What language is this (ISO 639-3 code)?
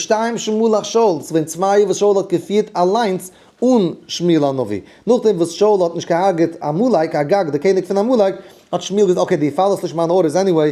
yid